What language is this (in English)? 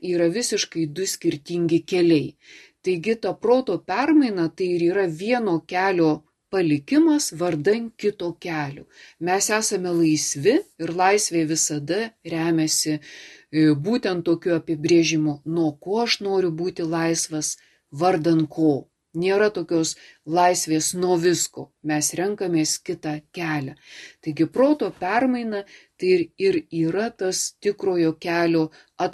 Lithuanian